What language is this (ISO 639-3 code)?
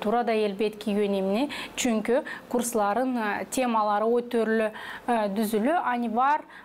gag